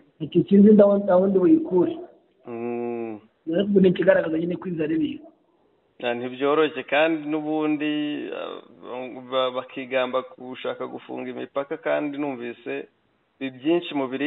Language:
Kinyarwanda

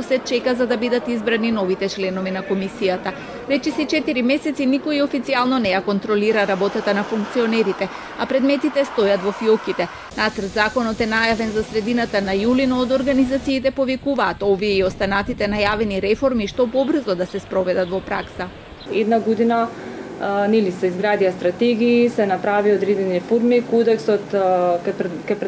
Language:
Macedonian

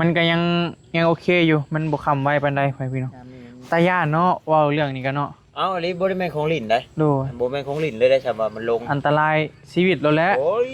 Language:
Northeastern Thai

